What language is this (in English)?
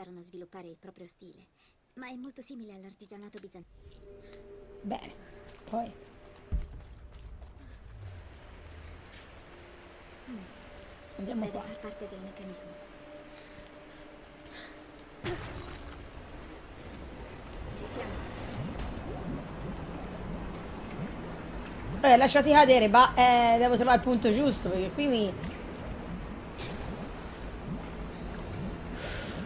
Italian